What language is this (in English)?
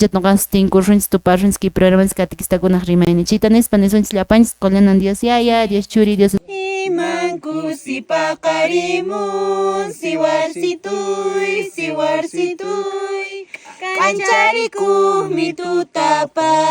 Quechua